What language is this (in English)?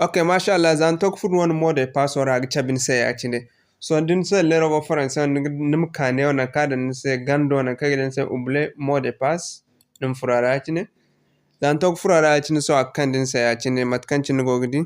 Zarma